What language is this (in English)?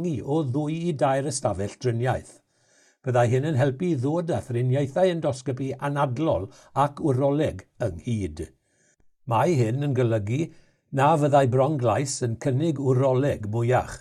Welsh